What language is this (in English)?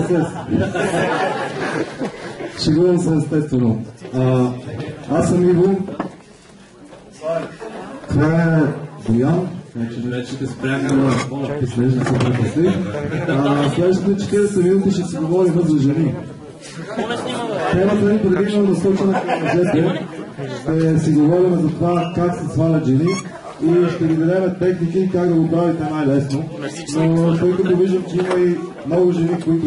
Bulgarian